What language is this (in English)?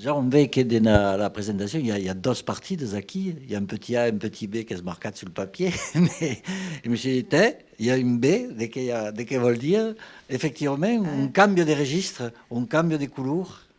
Occitan